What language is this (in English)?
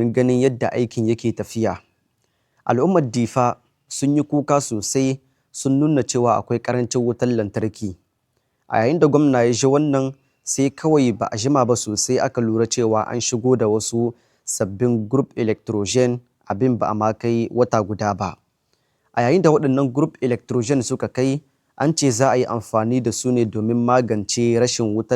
Hausa